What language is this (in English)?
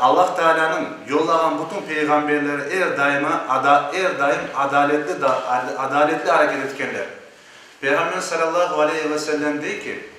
Crimean Tatar